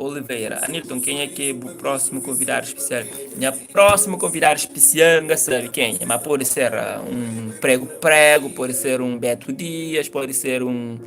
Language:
Kabuverdianu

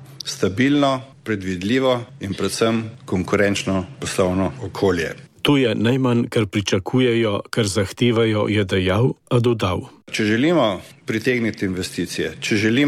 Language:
Slovenian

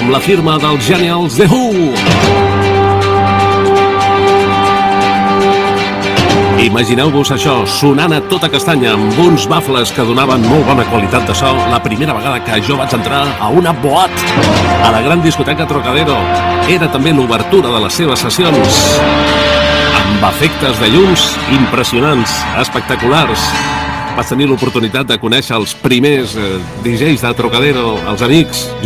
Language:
Catalan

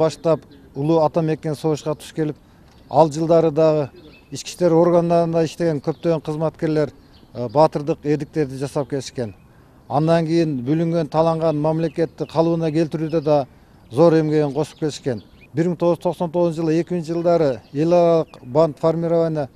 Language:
Kyrgyz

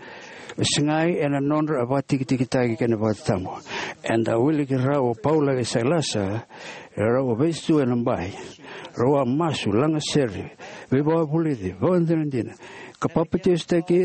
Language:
Fijian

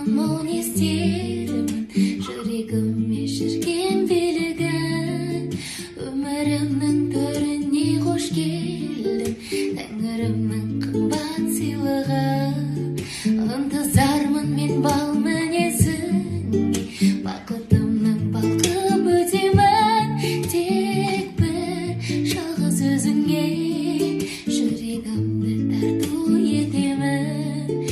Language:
Kazakh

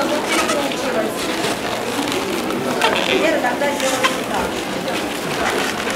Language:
Russian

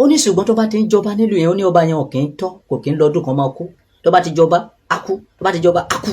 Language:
Yoruba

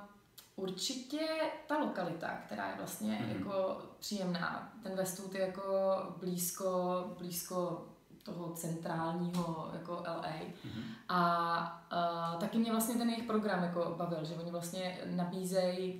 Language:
Czech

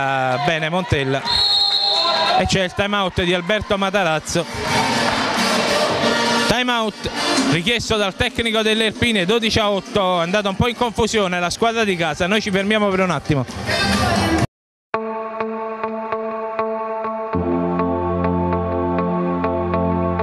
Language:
Italian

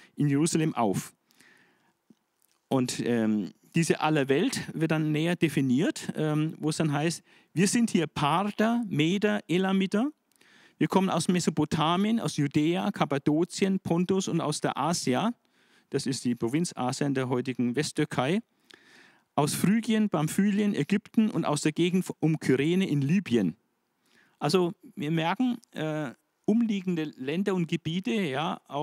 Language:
German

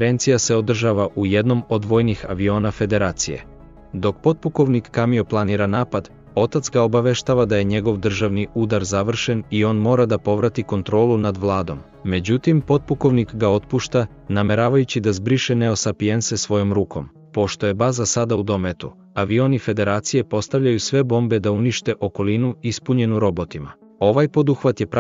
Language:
Serbian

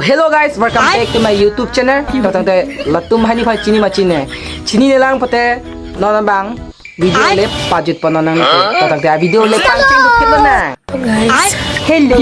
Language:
Karbi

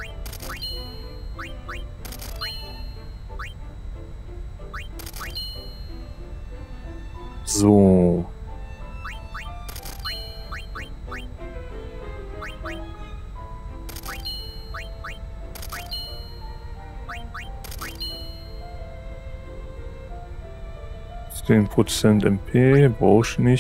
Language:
German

